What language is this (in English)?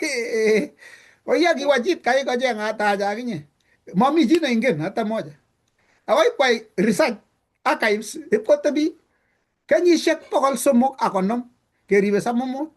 Kalenjin